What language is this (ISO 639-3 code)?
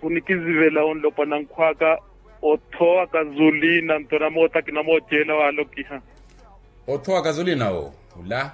vmw